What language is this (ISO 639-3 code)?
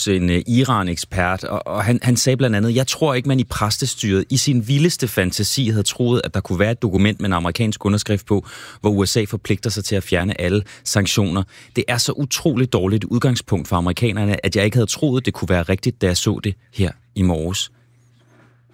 dan